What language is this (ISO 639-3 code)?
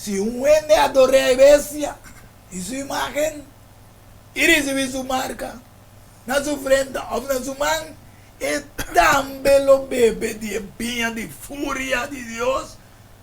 pap